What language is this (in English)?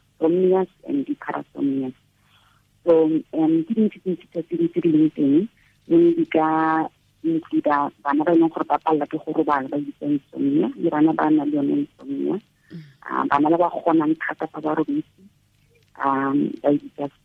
Tswana